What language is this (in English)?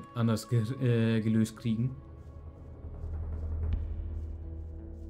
German